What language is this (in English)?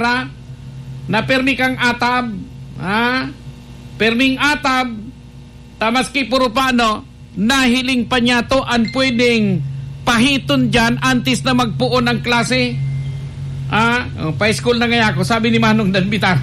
Bikol